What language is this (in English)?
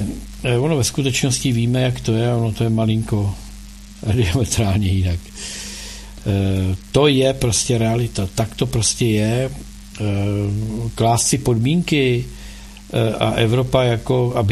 Czech